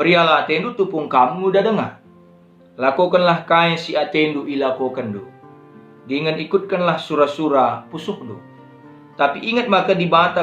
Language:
Batak Karo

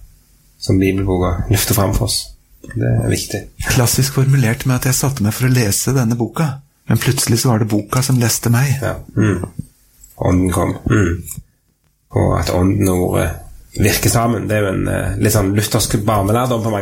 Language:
Norwegian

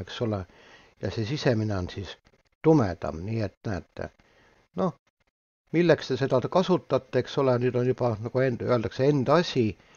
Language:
Estonian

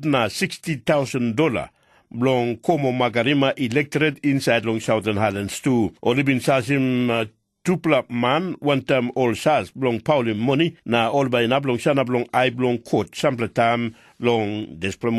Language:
Tok Pisin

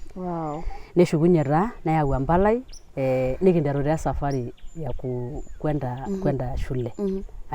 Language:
Masai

